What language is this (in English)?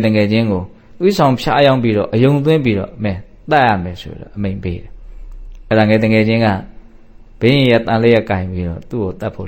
Burmese